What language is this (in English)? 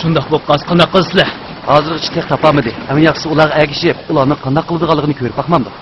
Uyghur